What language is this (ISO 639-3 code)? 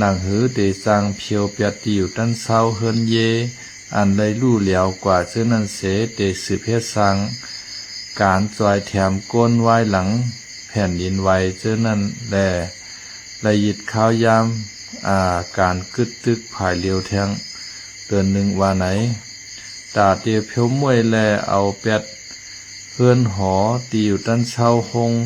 shn